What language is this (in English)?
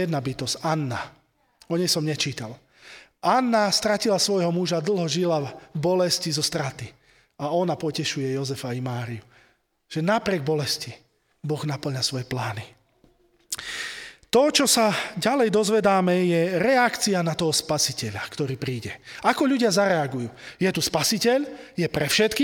Slovak